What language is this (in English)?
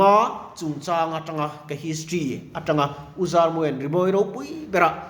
Mizo